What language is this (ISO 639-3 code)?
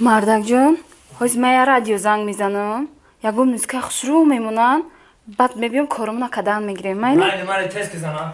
tgk